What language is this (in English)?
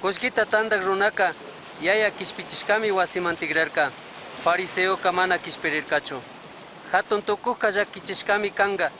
Chimborazo Highland Quichua